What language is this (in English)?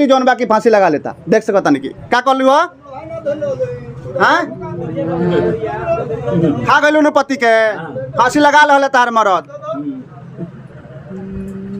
Bhojpuri